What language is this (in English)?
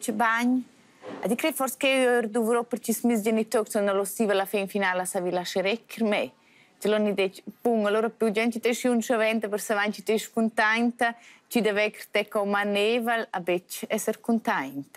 Romansh